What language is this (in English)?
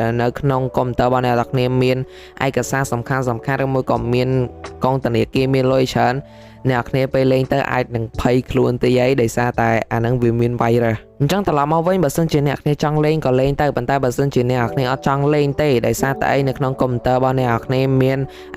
Khmer